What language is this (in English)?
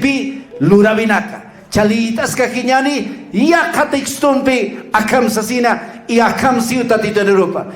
Aymara